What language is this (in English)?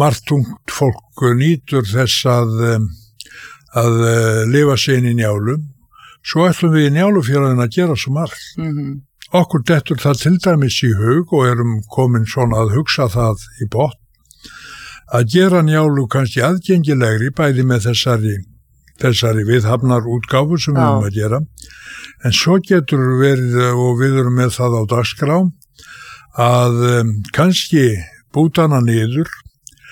Icelandic